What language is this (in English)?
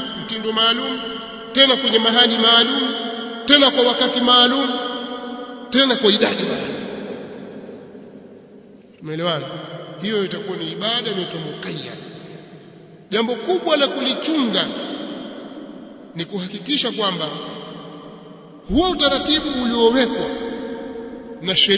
Swahili